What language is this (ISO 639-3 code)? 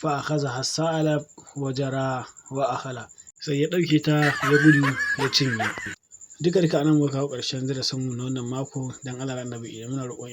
hau